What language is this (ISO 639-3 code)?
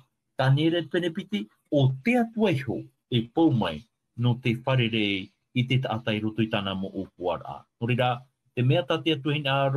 tah